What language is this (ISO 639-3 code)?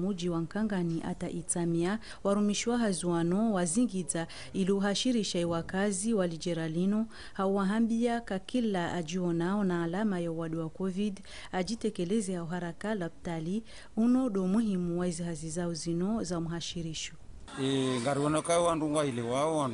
zdj